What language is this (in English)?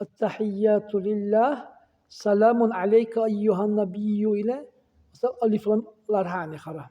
Dargwa